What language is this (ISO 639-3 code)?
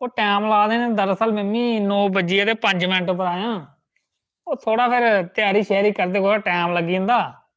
doi